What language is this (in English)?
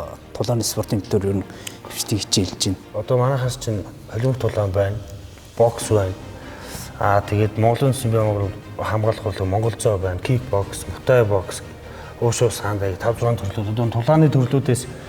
Mongolian